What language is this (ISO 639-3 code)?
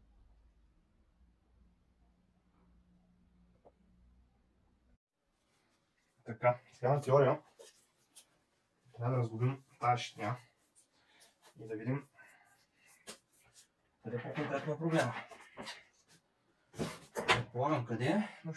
bul